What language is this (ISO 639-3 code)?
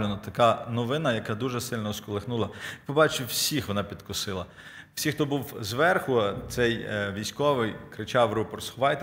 ukr